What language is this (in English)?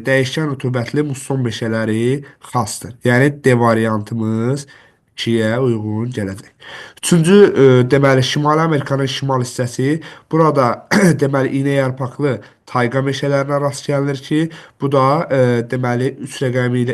Azerbaijani